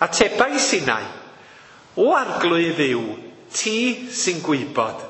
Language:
Welsh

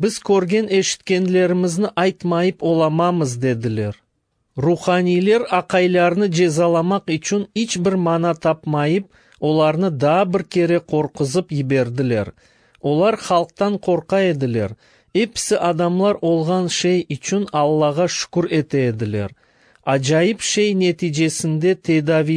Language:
Crimean Tatar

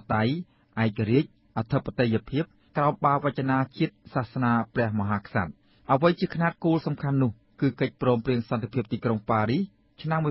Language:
Khmer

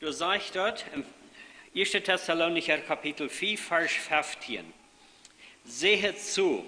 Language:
Plautdietsch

